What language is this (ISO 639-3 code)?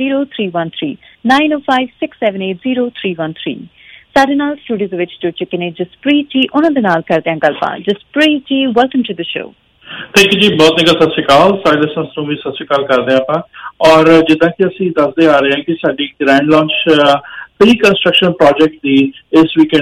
pan